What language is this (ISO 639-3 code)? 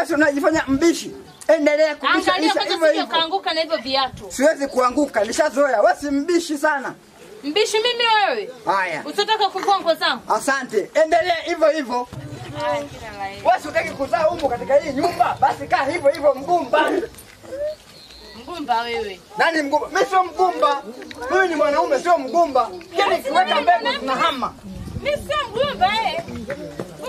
swa